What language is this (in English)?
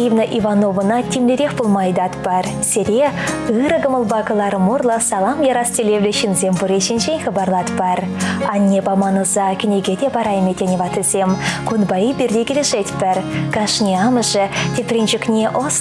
Chuvash